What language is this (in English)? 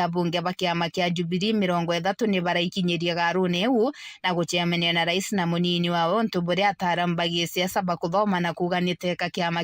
Meru